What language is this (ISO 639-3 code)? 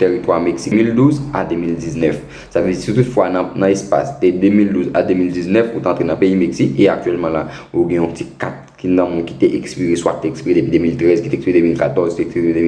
hat